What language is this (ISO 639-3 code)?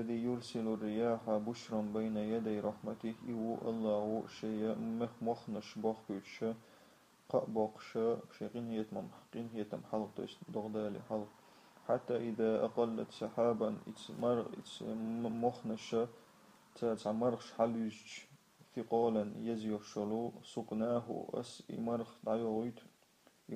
che